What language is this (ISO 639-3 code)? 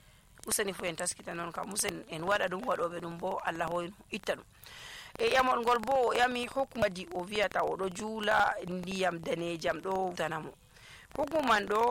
fuv